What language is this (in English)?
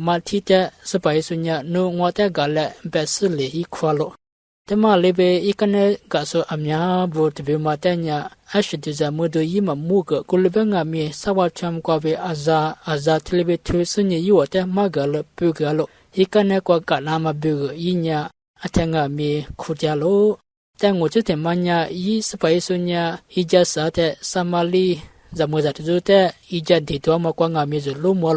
Lisu